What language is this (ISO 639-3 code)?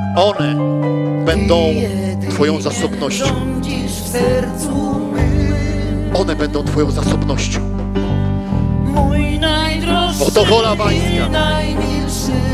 pol